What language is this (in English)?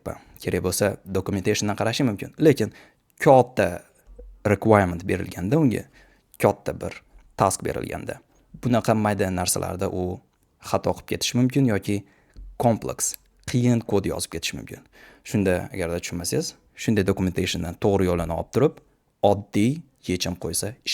Uzbek